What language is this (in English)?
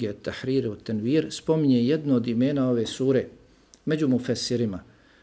Bosnian